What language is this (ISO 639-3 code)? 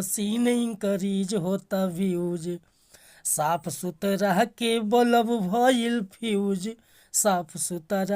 bho